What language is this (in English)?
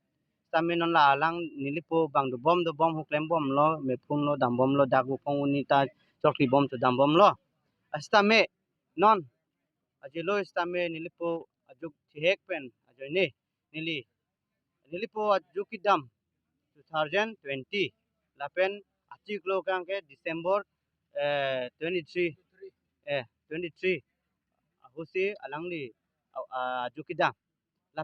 Karbi